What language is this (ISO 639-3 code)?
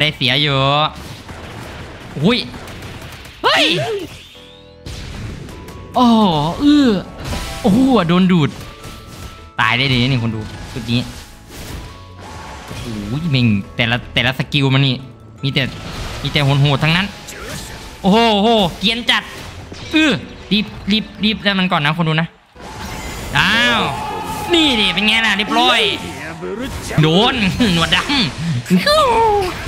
tha